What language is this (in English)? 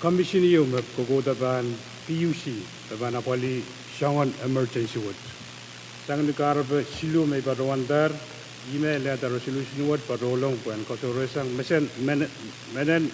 Pohnpeian